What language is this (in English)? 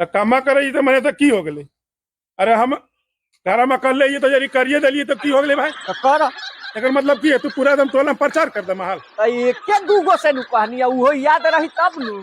Magahi